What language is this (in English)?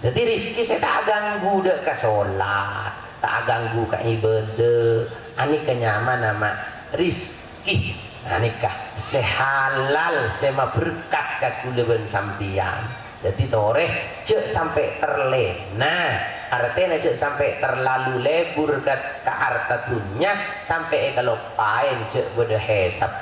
Madurese